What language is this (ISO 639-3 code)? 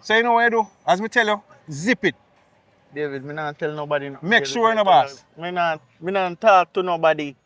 jam